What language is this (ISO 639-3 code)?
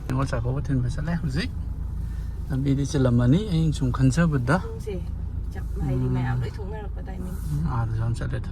mni